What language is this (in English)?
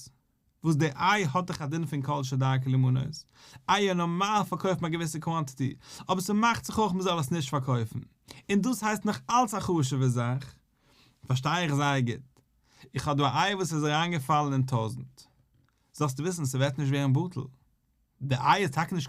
Yiddish